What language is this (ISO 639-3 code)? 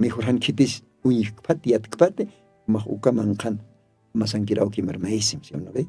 aym